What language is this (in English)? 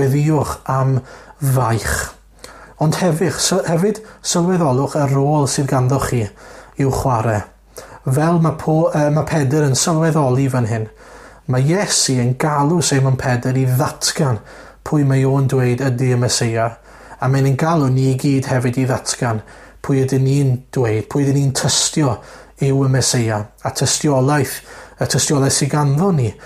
Welsh